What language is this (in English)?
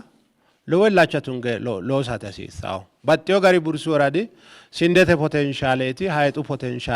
Sidamo